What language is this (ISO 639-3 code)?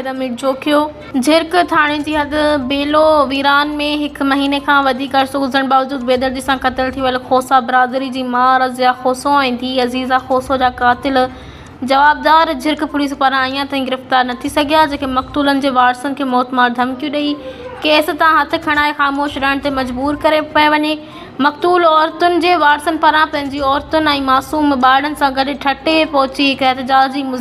snd